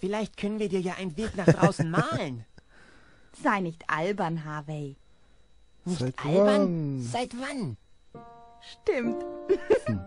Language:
Swiss German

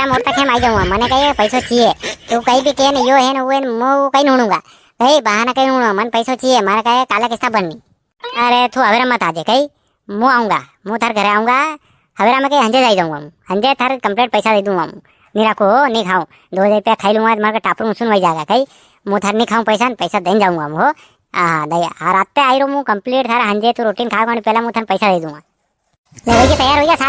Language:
Rajasthani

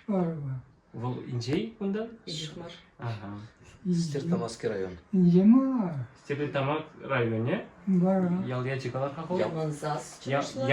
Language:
Chuvash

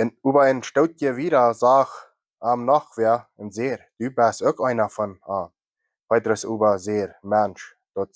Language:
Plautdietsch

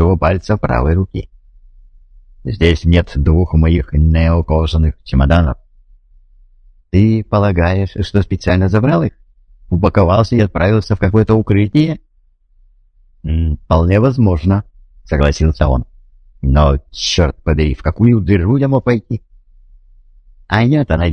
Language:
Russian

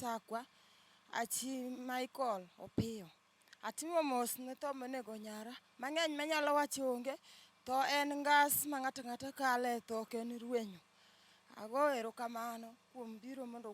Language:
Luo (Kenya and Tanzania)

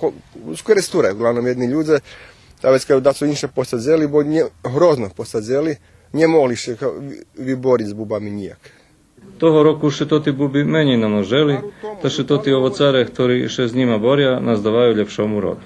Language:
Rusyn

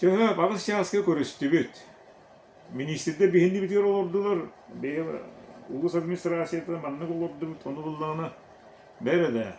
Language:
Yakut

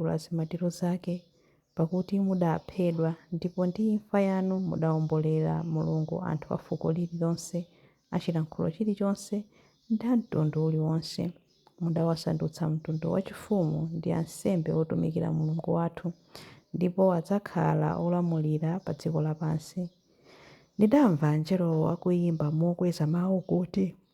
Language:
Nyanja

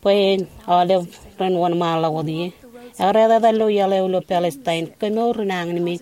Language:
Marshallese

